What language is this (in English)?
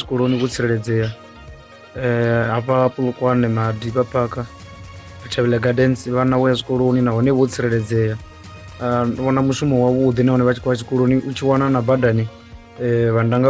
Venda